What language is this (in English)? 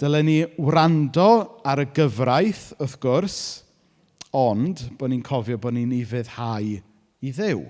Welsh